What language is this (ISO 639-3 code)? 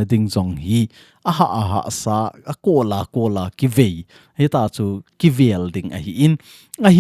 tcz